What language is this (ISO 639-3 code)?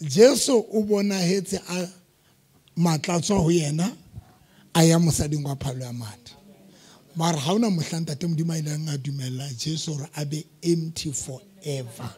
sot